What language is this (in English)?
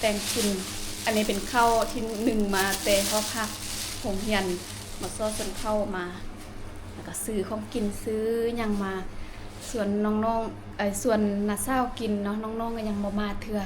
Lao